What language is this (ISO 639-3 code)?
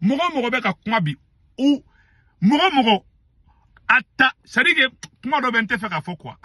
bam